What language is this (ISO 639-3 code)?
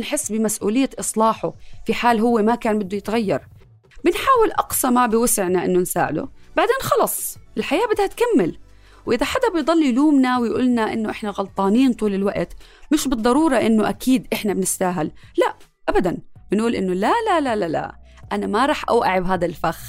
apc